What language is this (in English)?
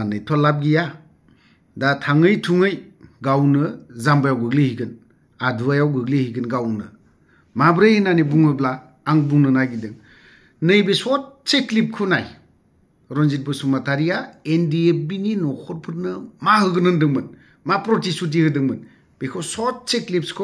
Bodo